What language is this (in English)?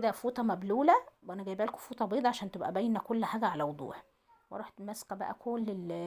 Egyptian Arabic